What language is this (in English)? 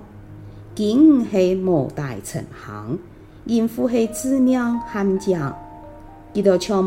Hakka Chinese